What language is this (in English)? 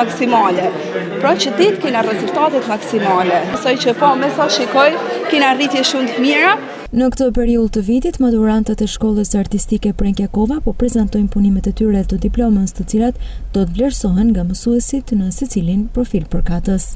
Albanian